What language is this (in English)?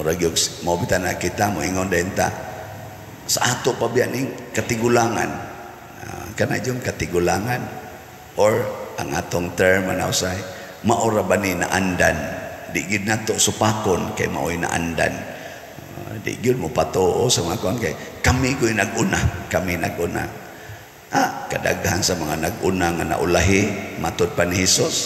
Cebuano